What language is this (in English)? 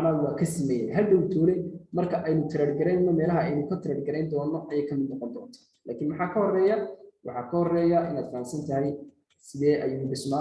Somali